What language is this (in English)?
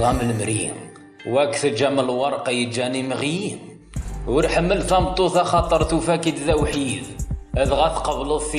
Kabyle